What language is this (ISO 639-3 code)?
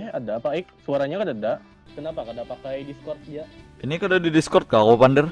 bjn